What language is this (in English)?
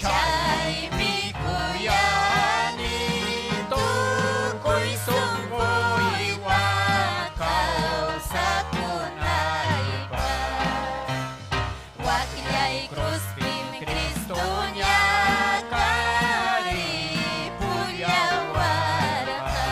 Ayacucho Quechua